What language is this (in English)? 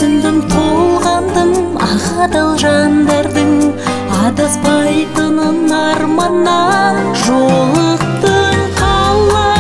Kazakh